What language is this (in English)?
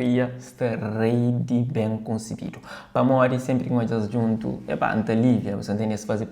Kabuverdianu